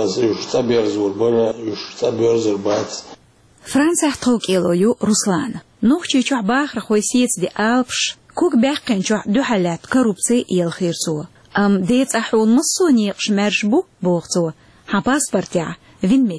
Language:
Chechen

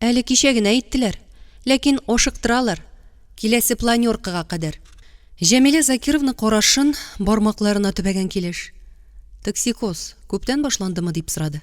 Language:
Tatar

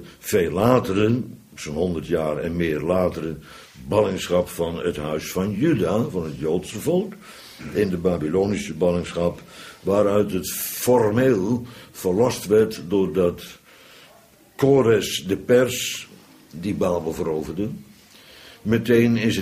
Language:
Dutch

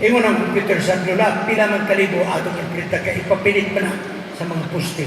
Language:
Cebuano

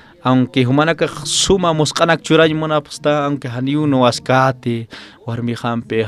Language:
Aymara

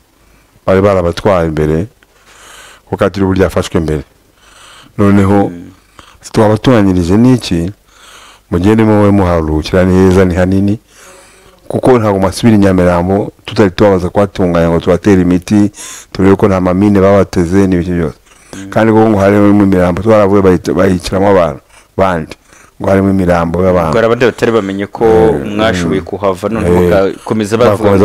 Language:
Kinyarwanda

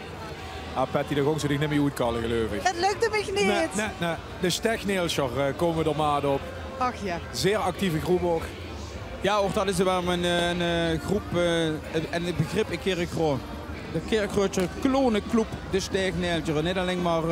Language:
Limburgish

